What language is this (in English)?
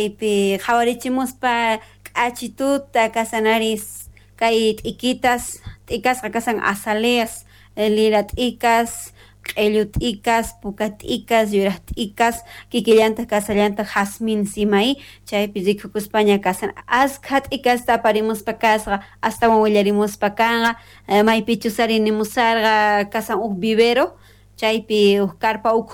South Bolivian Quechua